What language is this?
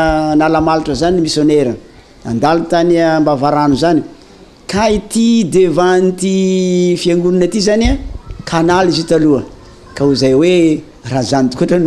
Malagasy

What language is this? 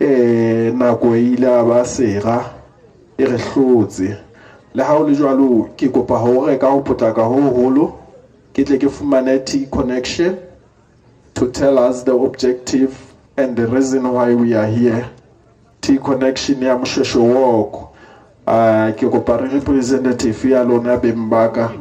Southern Sotho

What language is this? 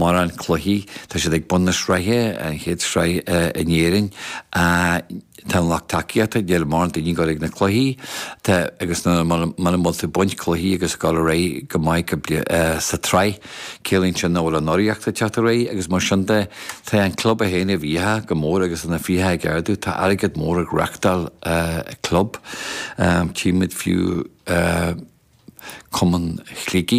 Irish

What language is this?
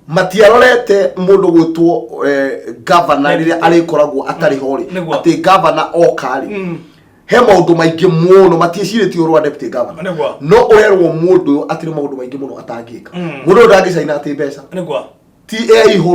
Kikuyu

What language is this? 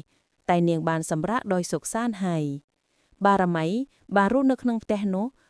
Khmer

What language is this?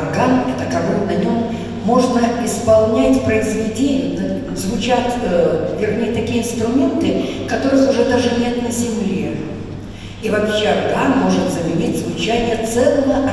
Russian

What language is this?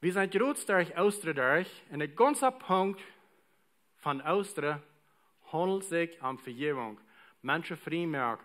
Plautdietsch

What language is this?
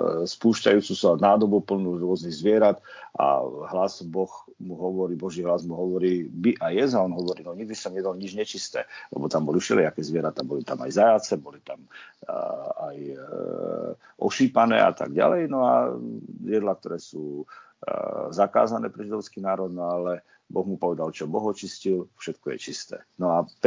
Slovak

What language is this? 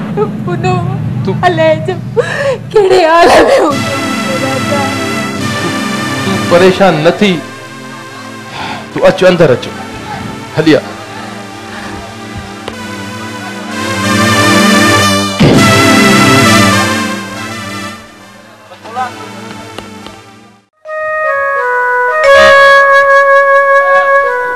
Sindhi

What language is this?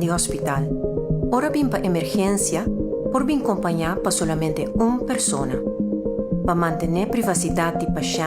Papiamento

